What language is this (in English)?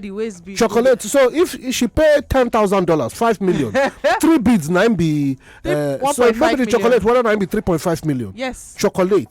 Nigerian Pidgin